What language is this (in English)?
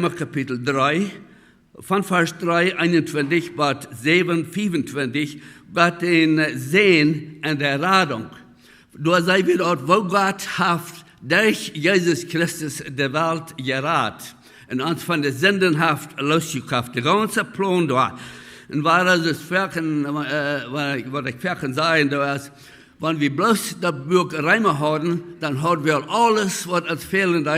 Plautdietsch